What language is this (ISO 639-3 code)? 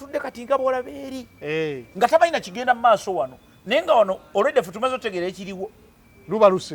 lug